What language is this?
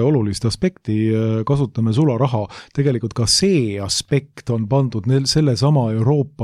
Estonian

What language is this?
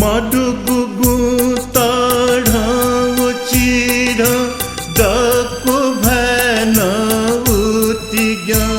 Newari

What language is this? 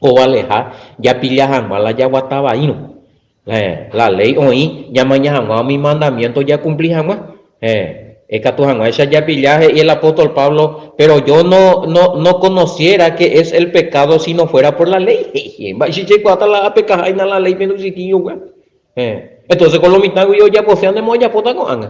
Guarani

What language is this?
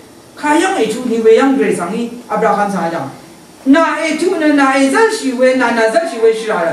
Rawang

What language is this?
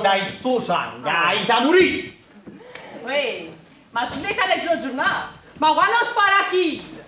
Neapolitan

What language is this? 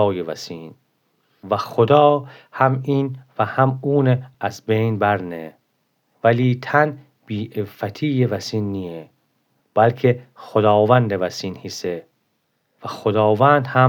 Gilaki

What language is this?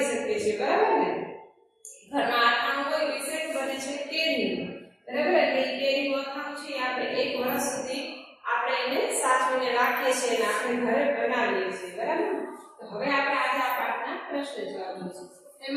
Gujarati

